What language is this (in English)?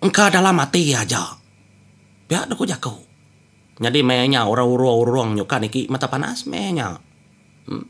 Iban